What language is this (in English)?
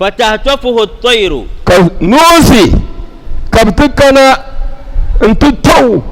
Dagbani